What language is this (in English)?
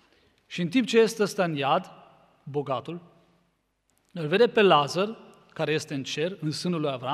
Romanian